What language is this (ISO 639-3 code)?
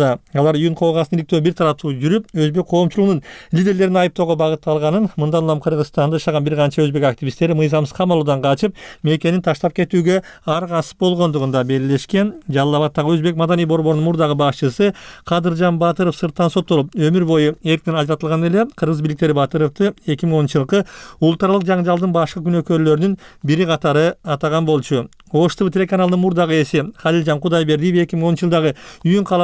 kir